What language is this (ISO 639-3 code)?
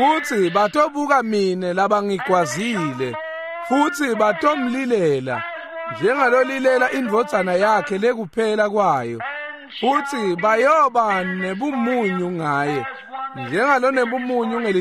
ssw